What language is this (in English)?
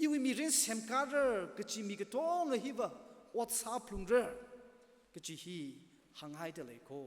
Tangkhul Naga (India)